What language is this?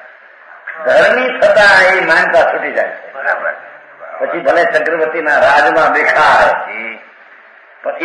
Gujarati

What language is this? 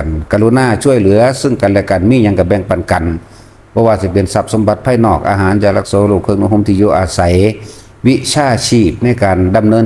Northeastern Thai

